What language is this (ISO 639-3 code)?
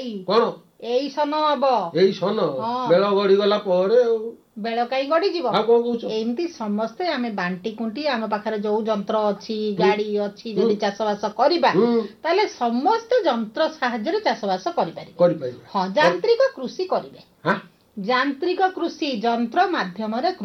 ori